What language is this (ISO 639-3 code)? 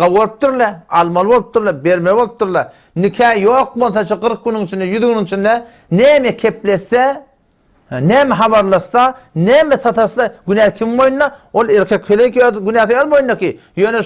tuk